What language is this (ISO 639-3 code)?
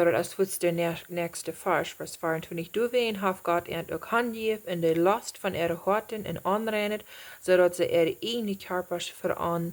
pdt